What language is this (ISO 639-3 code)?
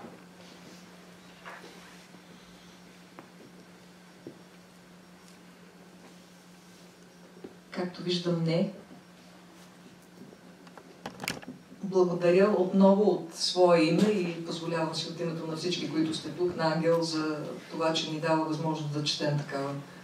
bul